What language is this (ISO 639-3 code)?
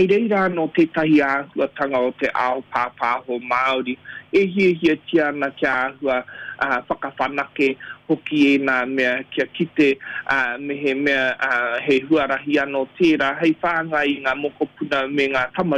mri